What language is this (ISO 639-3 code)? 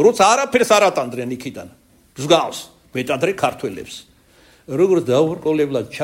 kat